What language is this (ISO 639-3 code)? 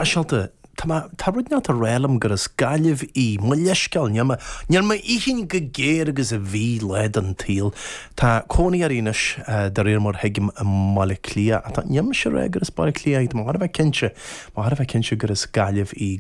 gle